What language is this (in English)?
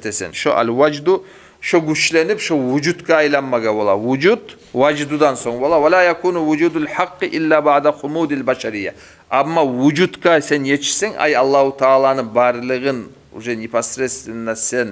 Kumyk